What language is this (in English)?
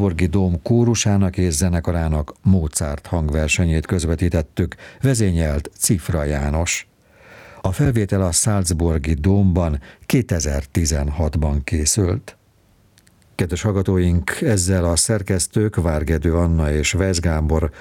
Hungarian